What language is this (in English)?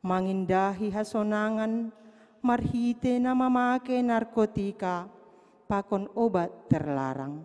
Batak Simalungun